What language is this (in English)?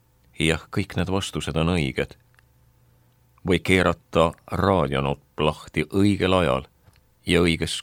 Estonian